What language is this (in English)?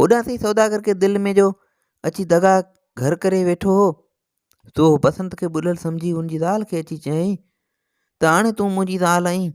Sindhi